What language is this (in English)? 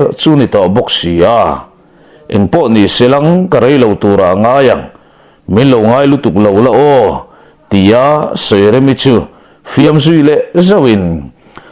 Mizo